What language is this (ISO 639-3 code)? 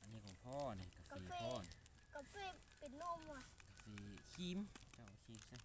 lao